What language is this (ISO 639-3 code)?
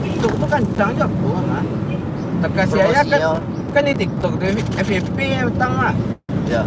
min